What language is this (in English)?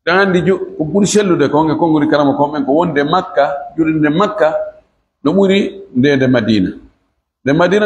Fula